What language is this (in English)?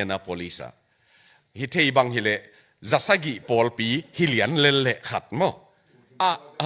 Tedim Chin